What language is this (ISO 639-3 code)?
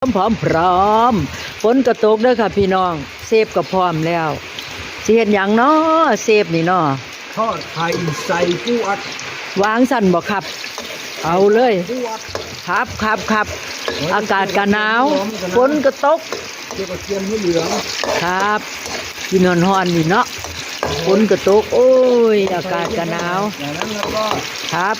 tts